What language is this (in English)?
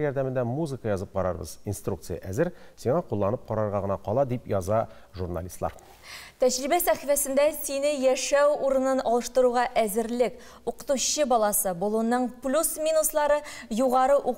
Tatar